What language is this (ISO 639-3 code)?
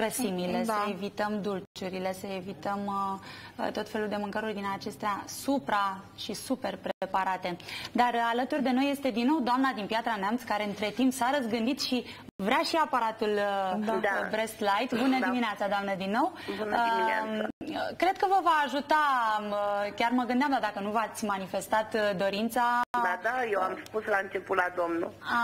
ron